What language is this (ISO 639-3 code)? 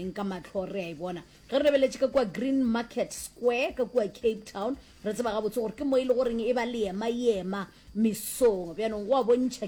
nso